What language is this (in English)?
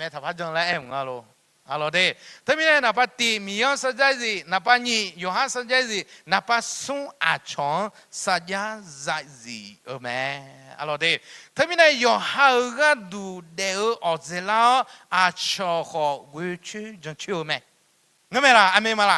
Akha